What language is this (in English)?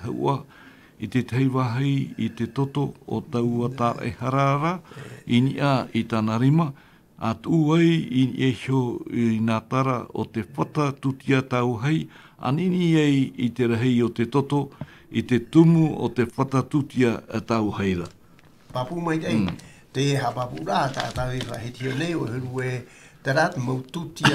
Tahitian